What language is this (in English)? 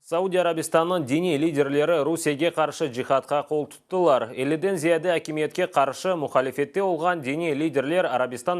Crimean Tatar